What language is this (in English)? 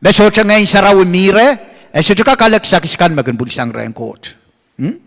Pohnpeian